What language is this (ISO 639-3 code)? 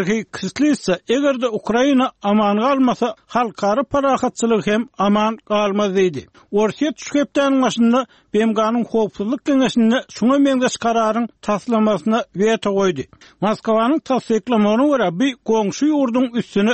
tuk